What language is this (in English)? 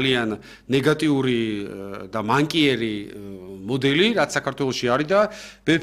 Georgian